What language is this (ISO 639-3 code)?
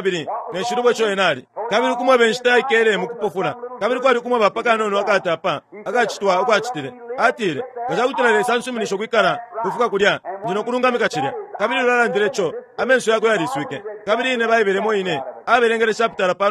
bem